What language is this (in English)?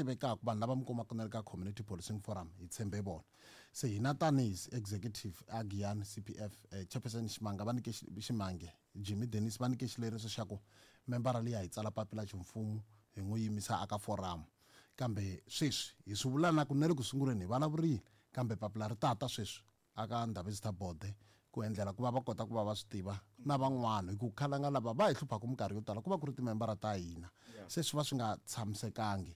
Tsonga